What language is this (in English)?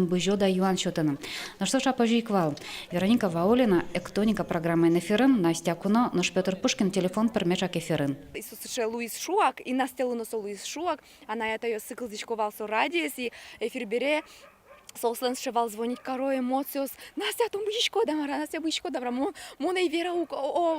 Udmurt